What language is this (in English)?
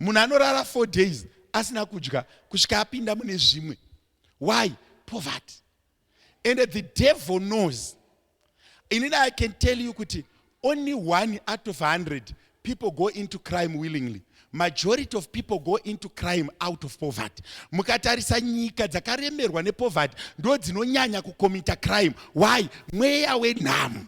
Shona